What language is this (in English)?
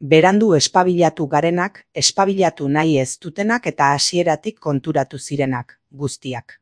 Basque